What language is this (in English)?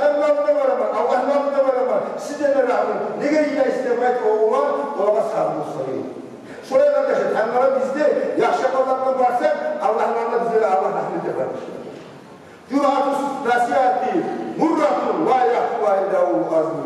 Kumyk